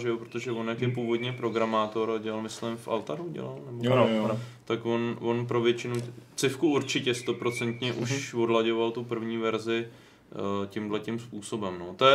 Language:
Czech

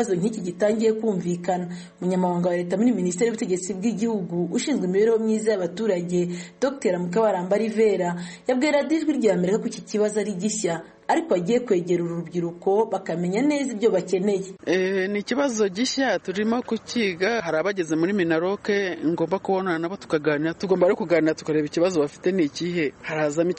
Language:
Kinyarwanda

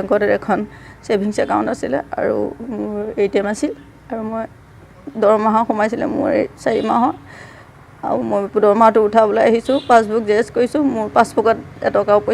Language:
Assamese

